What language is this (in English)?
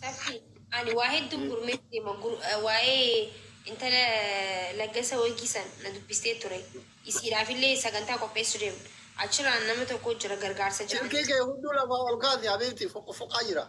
Oromo